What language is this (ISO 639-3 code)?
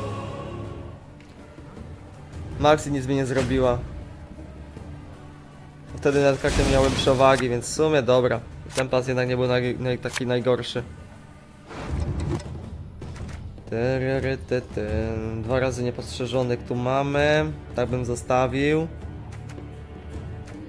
pol